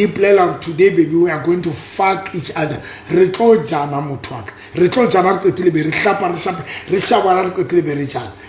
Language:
Southern Sotho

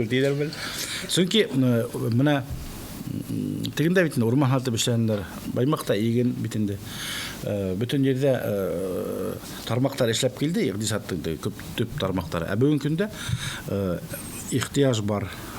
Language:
Bashkir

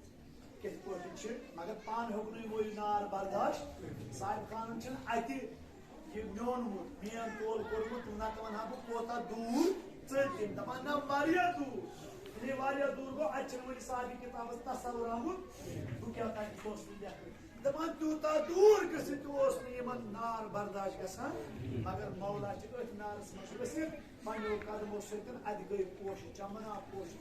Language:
Kashmiri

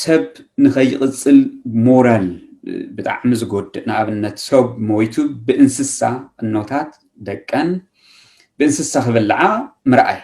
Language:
Tigrinya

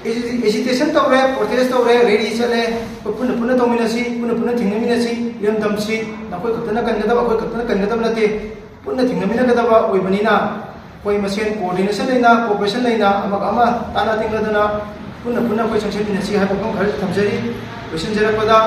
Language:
Manipuri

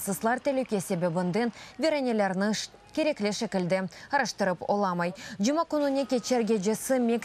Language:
Crimean Tatar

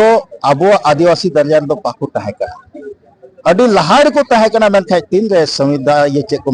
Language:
Santali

